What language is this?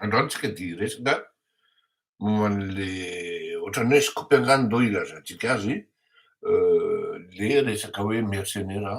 Malagasy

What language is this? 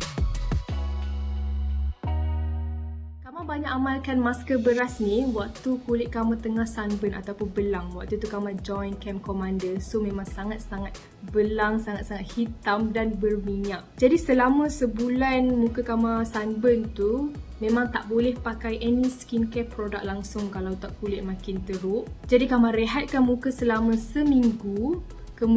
Malay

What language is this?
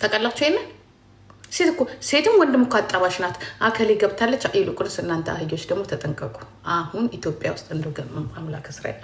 Amharic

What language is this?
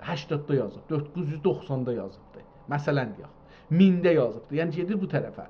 South Azerbaijani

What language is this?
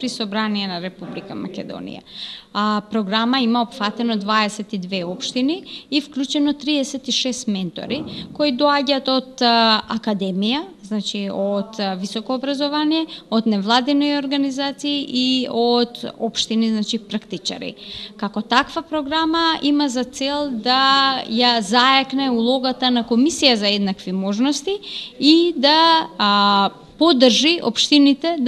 Macedonian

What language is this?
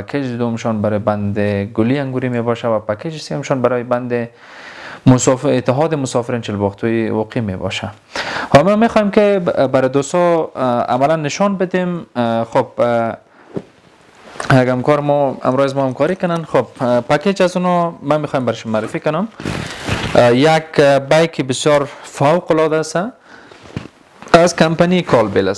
Persian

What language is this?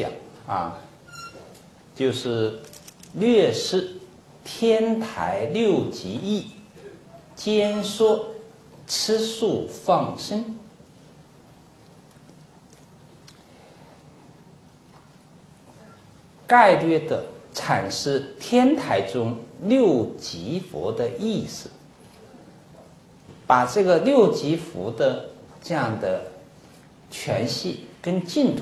Chinese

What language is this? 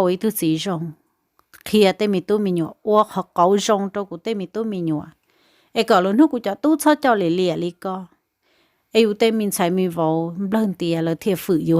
Hmong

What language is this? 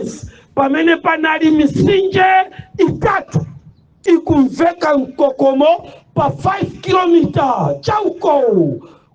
Nyanja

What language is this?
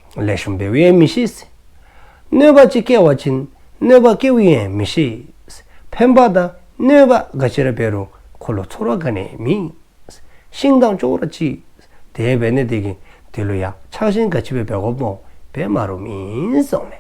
Dzongkha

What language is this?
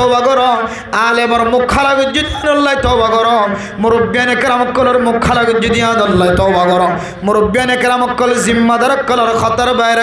Rohingya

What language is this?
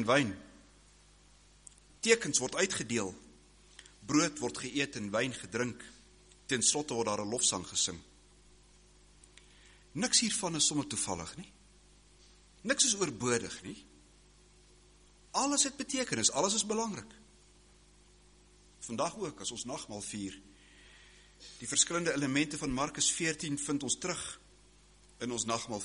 Afrikaans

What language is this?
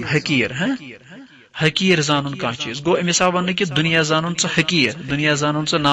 Kashmiri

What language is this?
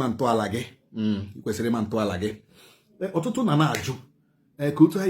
Igbo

